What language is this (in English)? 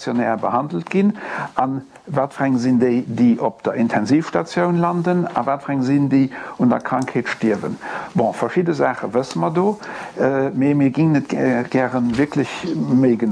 Luxembourgish